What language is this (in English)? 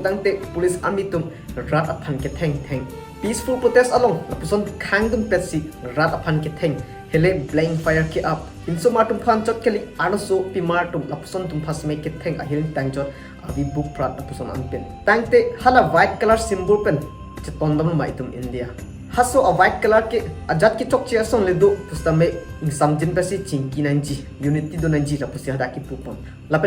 Karbi